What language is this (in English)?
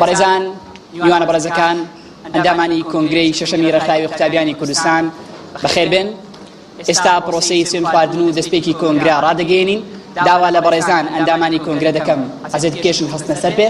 Central Kurdish